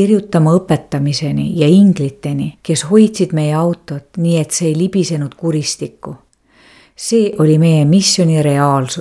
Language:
Estonian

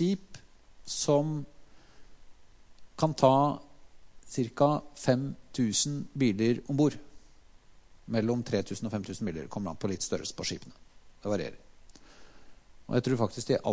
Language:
Norwegian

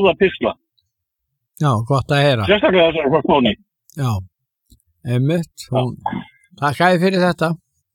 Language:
Icelandic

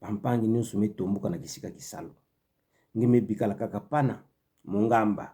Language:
Kituba (Democratic Republic of Congo)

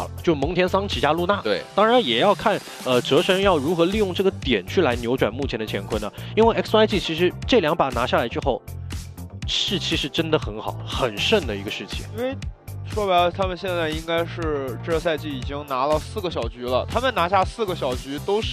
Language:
Chinese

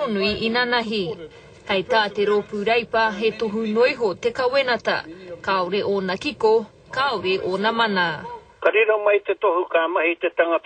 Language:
Māori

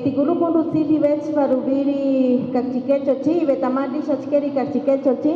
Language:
Kaqchikel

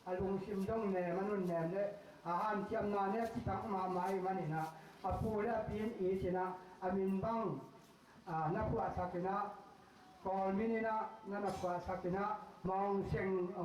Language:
Tedim Chin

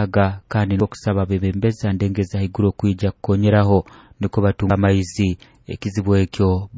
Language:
Nyoro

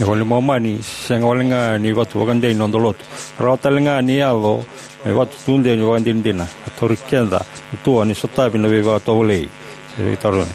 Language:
Fijian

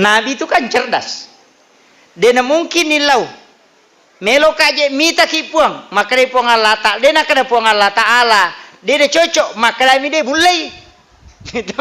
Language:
Buginese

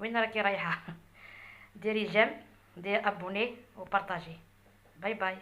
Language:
Kabyle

